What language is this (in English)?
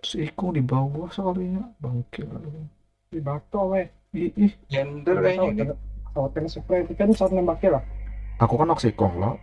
Banjar